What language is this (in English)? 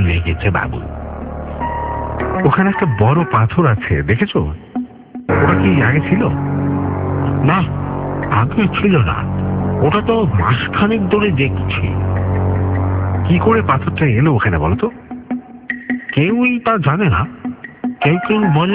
Bangla